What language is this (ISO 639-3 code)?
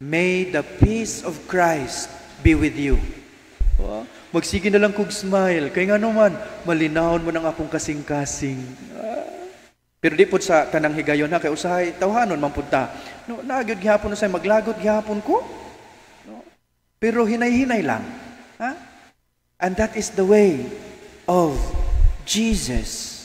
ceb